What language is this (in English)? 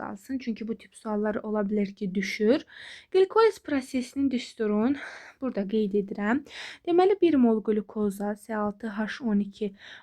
Azerbaijani